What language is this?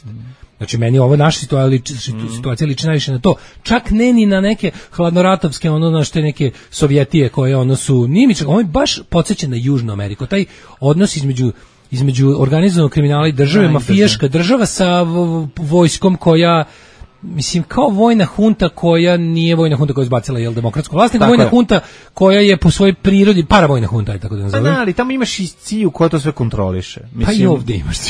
Serbian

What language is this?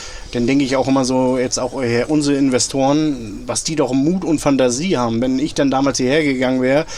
German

